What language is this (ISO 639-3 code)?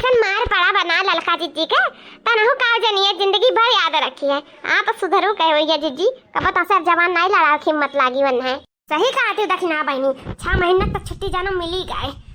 awa